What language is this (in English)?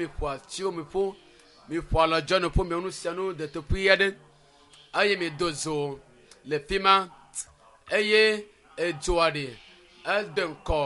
Ewe